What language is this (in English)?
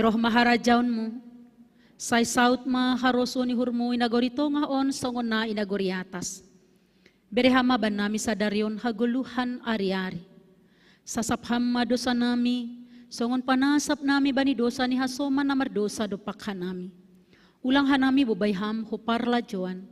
Batak Simalungun